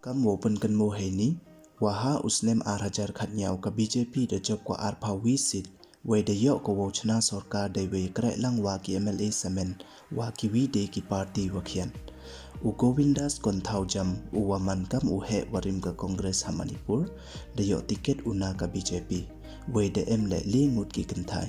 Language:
Pnar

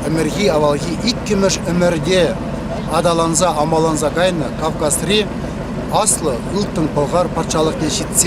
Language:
Chuvash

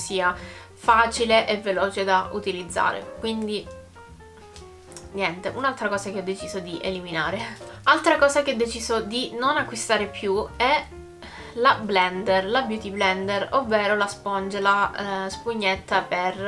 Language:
Italian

